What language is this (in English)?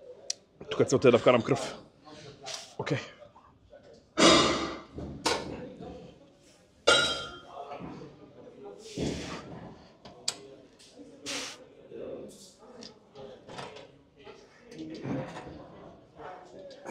Bulgarian